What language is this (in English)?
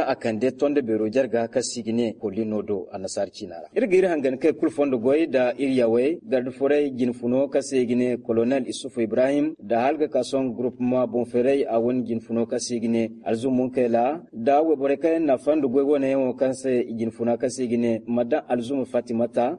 Zarma